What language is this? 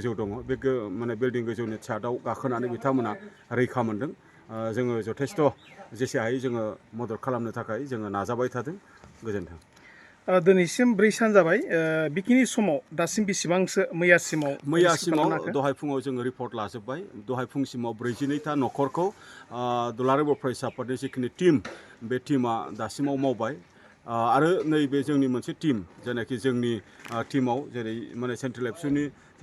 Bodo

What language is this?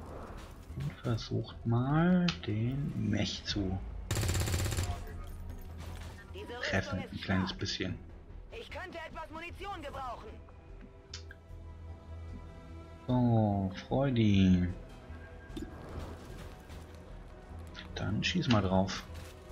German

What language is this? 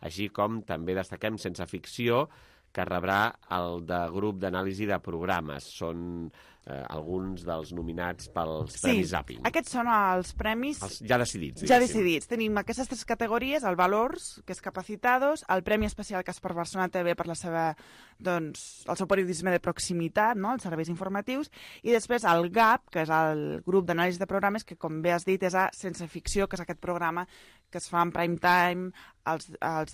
Catalan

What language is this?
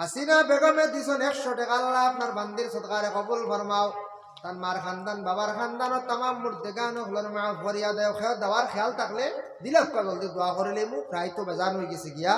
Sylheti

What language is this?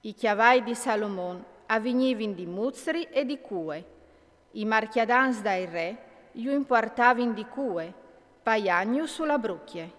Friulian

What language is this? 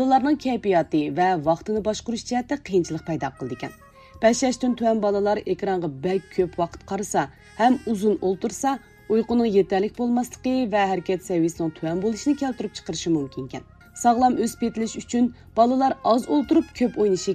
Uyghur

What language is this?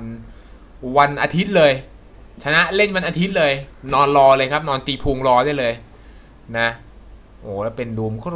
Thai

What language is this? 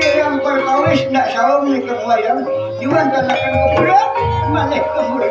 Banjar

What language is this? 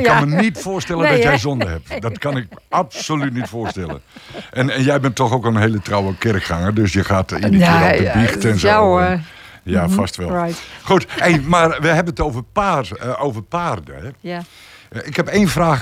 Dutch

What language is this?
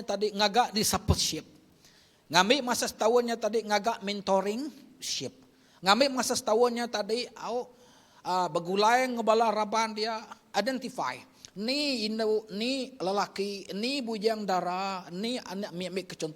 Iban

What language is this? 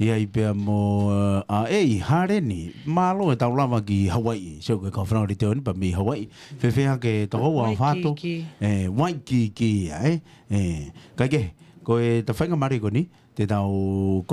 Tongan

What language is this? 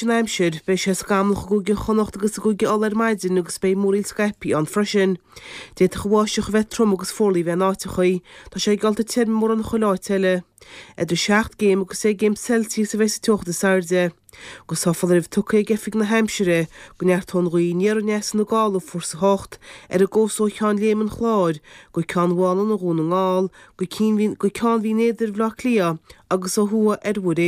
Irish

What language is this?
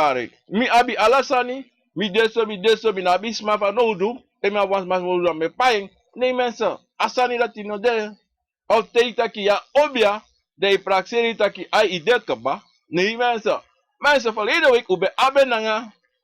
Sranan Tongo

